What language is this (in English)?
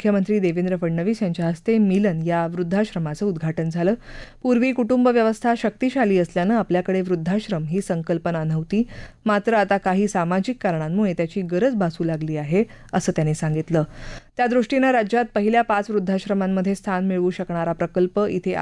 Marathi